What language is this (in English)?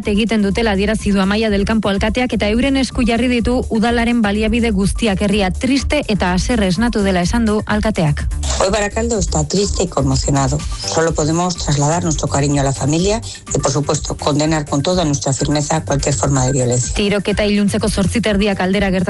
Basque